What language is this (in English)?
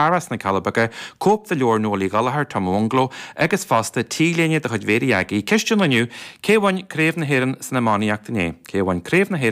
Irish